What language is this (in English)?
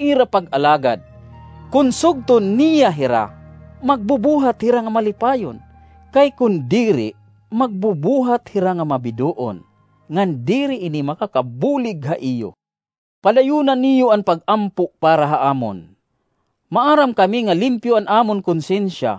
Waray